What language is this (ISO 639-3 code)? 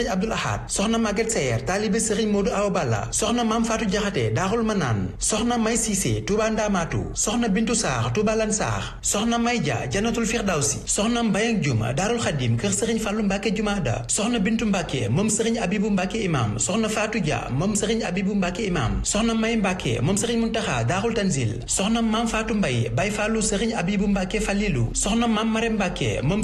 wol